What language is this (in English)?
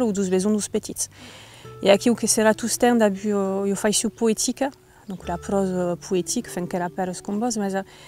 Occitan